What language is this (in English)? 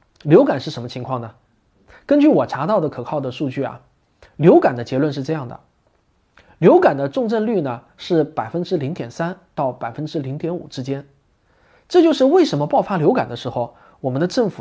Chinese